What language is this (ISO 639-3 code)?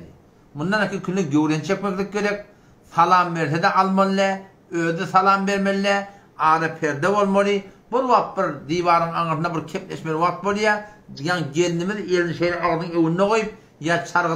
tuk